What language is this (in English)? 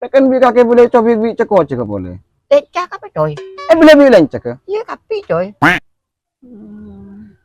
Madurese